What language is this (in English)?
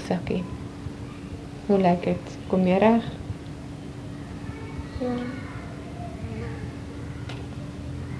Afrikaans